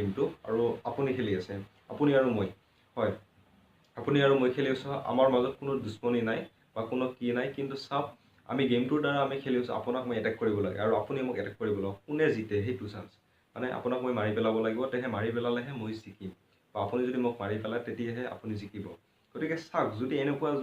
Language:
Assamese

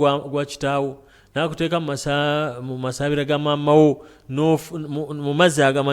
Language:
Ganda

